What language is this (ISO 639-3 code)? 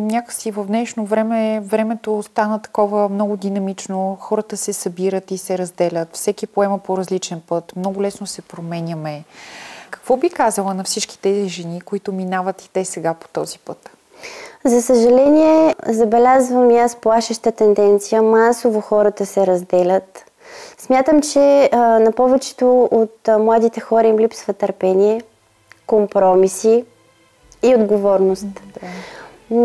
bul